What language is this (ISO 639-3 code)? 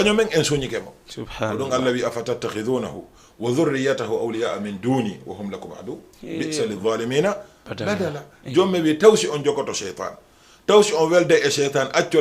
ful